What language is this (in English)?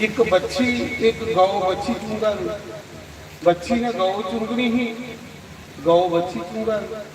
Dogri